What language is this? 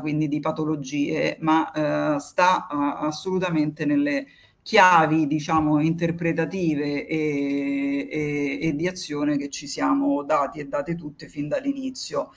Italian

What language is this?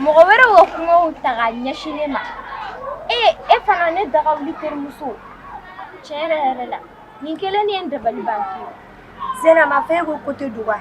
Bambara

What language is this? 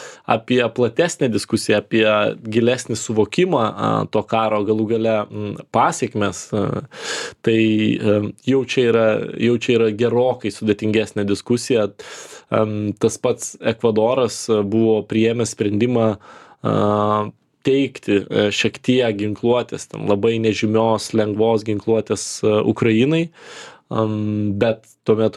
Lithuanian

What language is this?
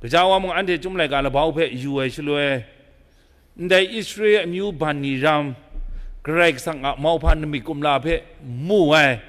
Kachin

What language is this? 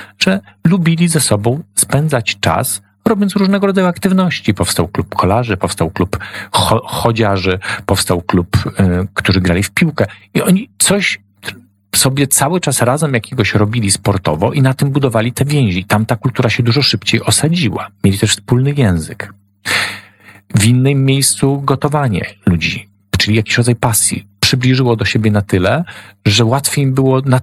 Polish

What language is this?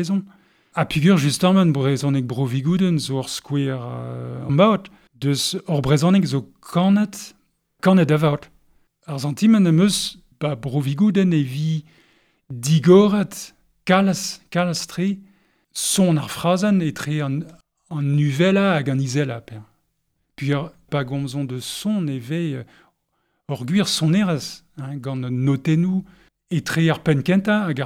Breton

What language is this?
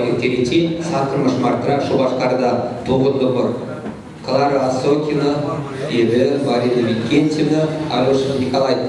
Chuvash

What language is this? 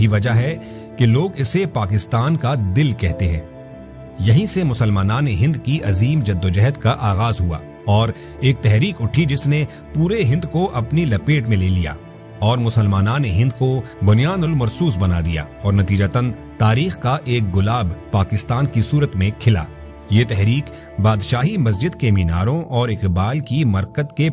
Urdu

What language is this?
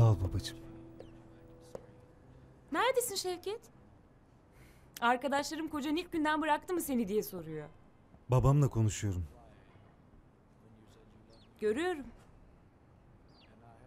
Turkish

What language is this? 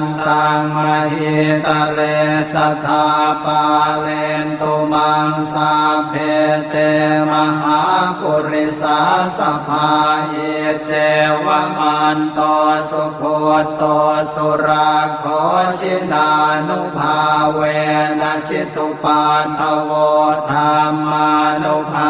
Pali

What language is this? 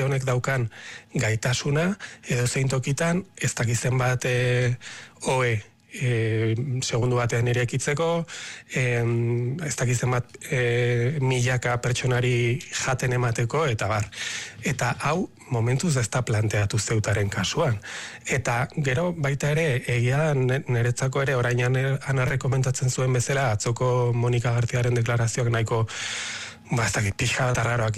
Basque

